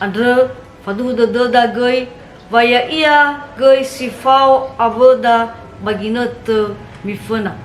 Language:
Nias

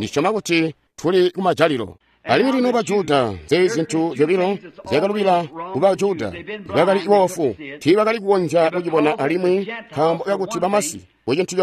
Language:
Tonga (Zambia)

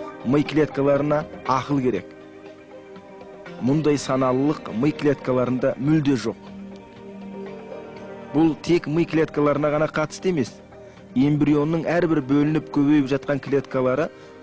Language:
Kazakh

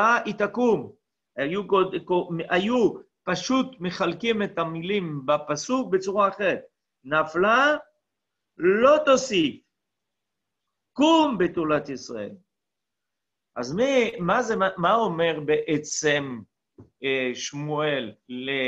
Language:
Hebrew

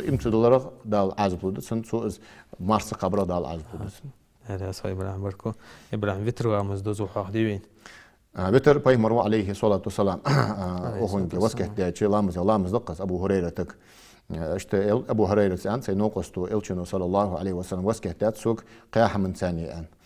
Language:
Ingush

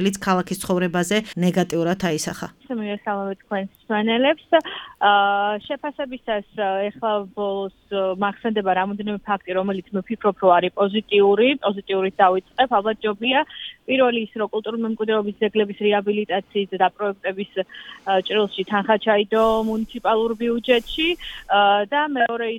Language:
Georgian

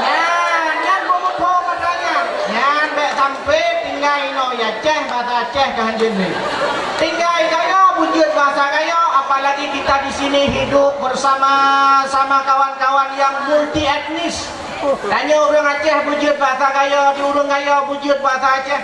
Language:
Achinese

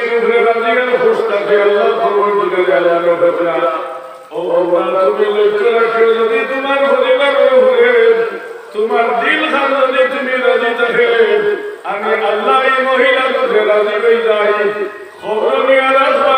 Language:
Sylheti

